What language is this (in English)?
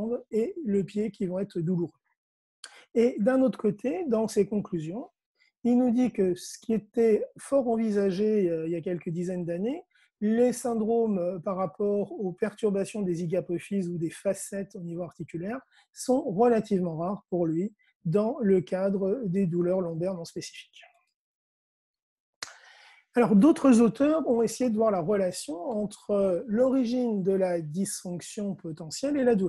French